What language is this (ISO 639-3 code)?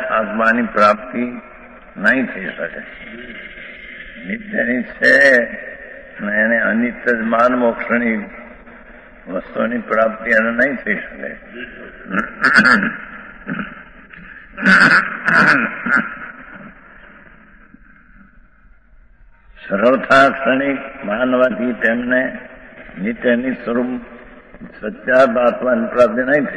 guj